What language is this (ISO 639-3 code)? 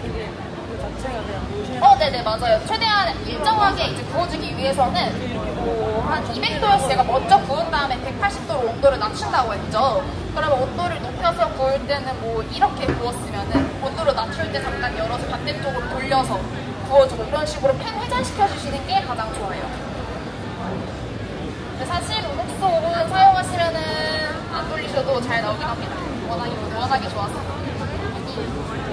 kor